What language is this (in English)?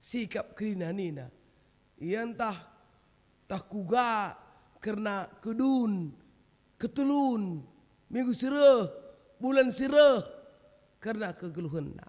Batak Karo